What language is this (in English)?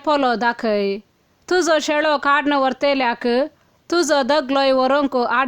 Konkani